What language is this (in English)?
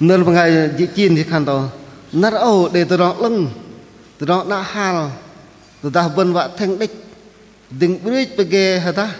Bahnar